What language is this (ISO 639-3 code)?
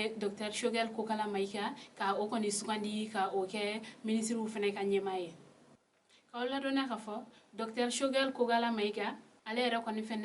bam